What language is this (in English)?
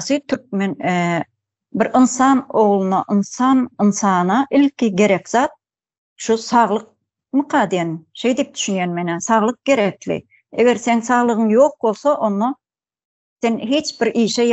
Turkmen